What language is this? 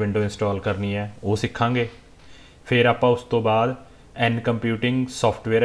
Punjabi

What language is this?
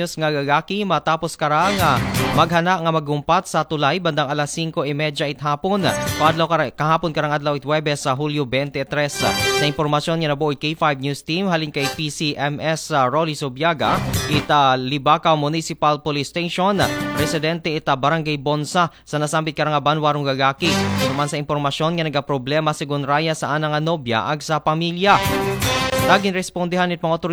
Aklanon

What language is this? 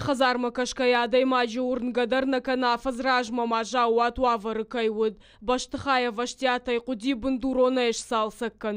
Ossetic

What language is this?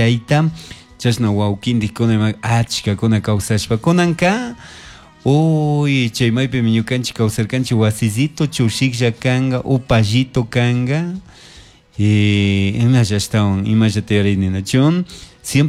Chimborazo Highland Quichua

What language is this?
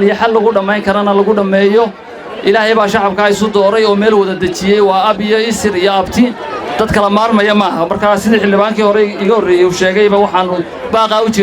Somali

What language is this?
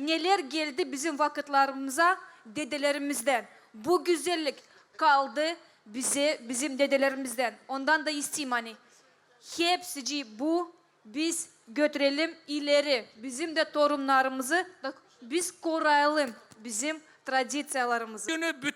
Gagauz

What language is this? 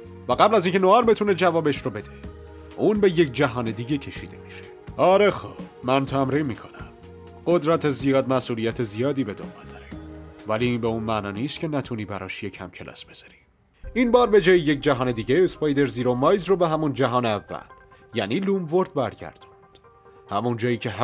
Persian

